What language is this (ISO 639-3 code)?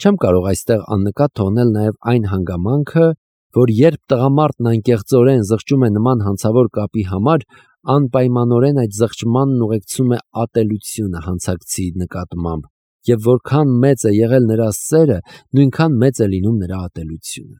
hye